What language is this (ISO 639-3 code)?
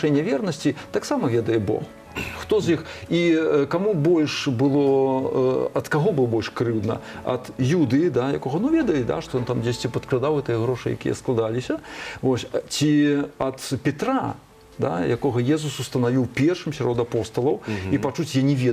bel